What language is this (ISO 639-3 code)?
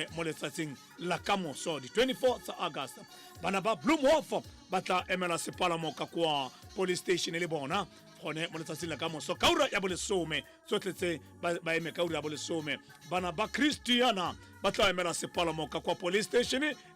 tsn